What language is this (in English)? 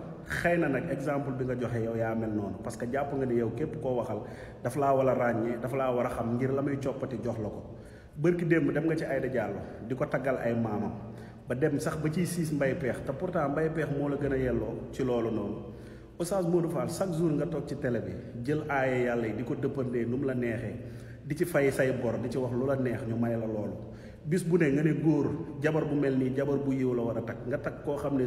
Wolof